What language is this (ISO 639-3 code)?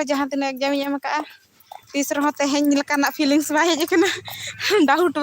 sat